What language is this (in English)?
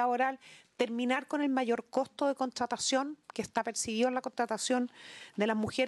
Spanish